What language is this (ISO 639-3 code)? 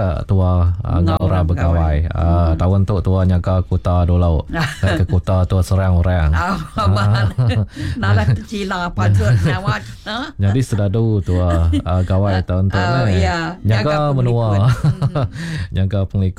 iba